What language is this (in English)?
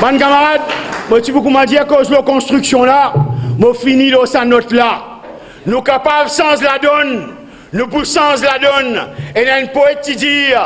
Morisyen